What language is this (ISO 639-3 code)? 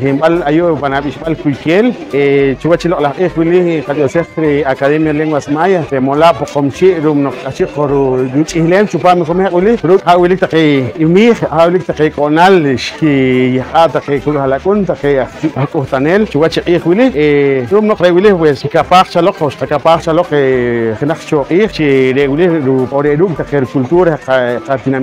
poh